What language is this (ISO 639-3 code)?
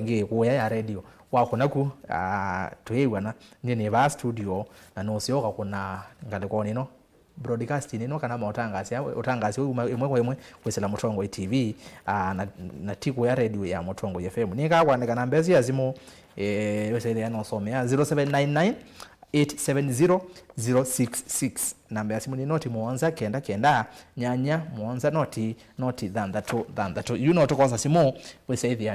kam